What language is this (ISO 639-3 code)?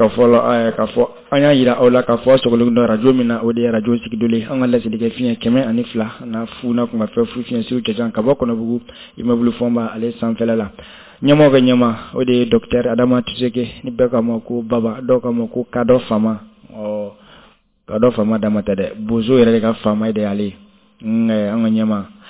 bam